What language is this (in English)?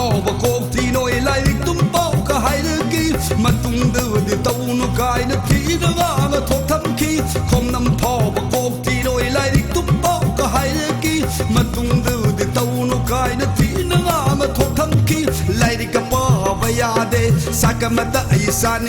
Manipuri